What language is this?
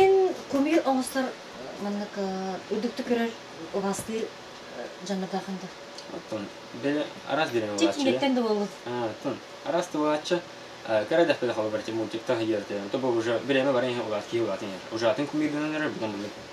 Yakut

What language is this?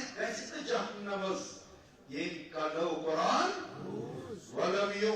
Kashmiri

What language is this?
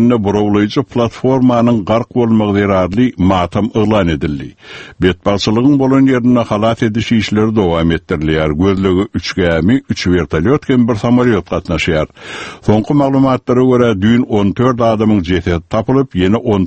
Turkmen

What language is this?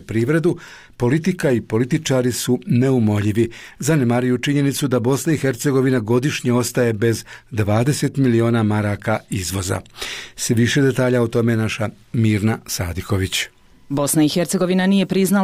Bosnian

